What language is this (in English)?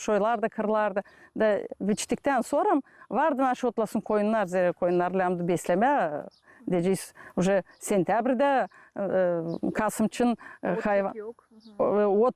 Gagauz